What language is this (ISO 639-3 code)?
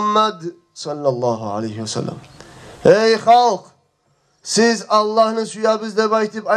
kum